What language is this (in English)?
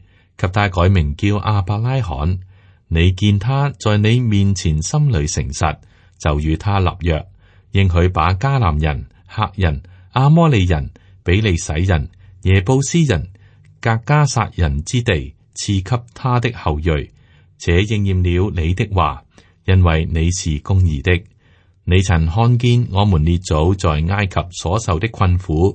Cantonese